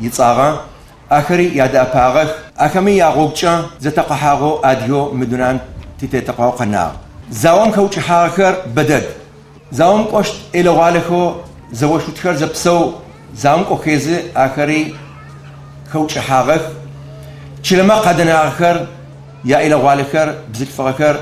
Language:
Adyghe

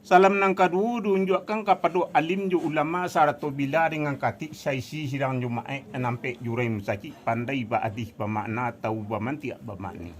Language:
Minangkabau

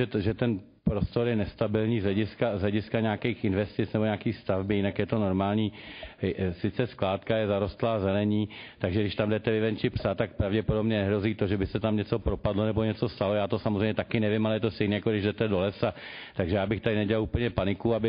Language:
Czech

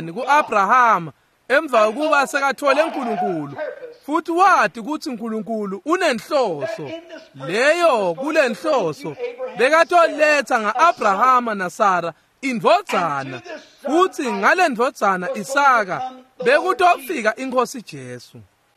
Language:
Swati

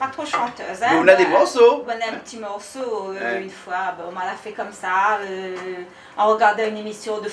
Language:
Réunion Creole French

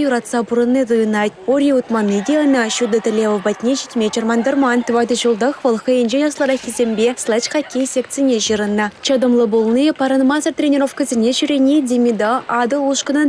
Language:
Chuvash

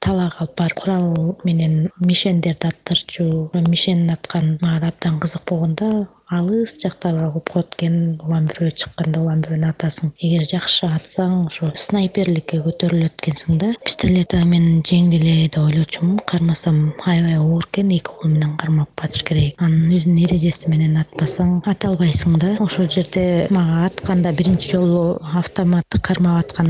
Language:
Kyrgyz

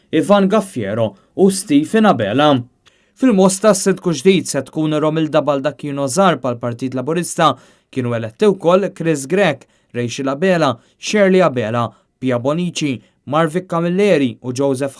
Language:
Maltese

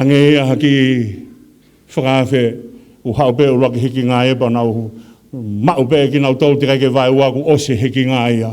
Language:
Tongan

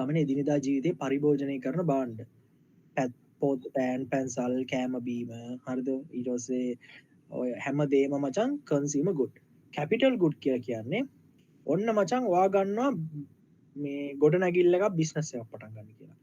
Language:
Sinhala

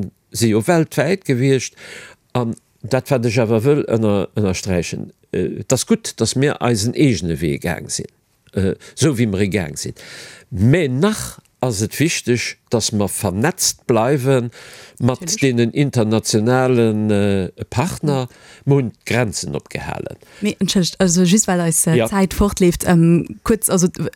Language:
Luxembourgish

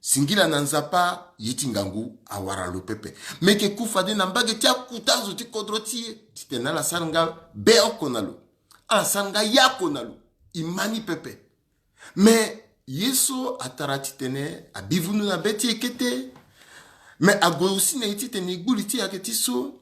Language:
Sango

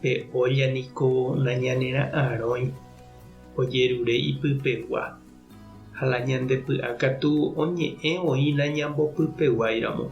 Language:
Guarani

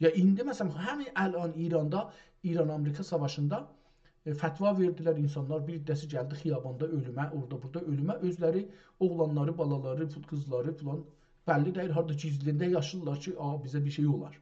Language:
South Azerbaijani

